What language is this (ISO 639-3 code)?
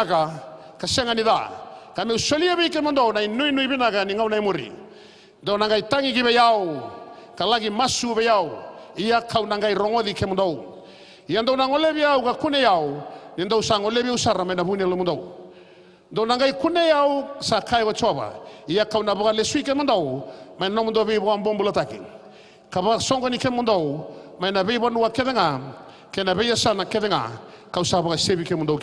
fij